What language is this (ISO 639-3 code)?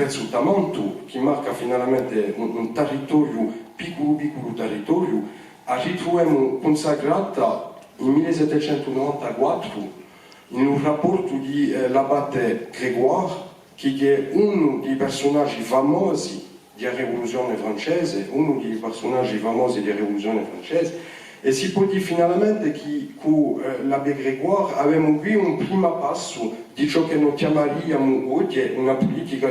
cos